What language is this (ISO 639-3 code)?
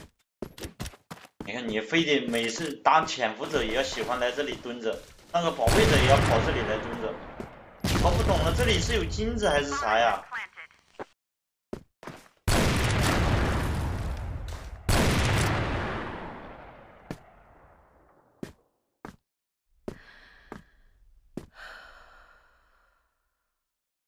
zho